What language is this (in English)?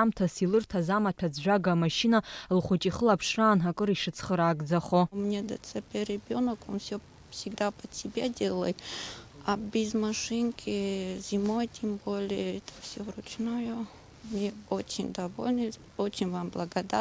Abkhazian